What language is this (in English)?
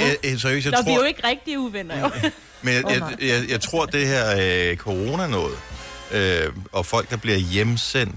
Danish